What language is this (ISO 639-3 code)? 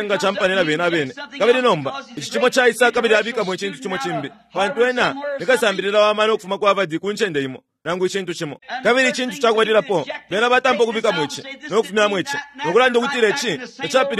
bem